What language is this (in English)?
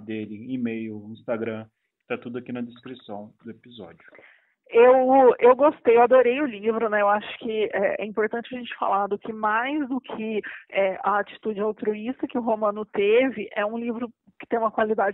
Portuguese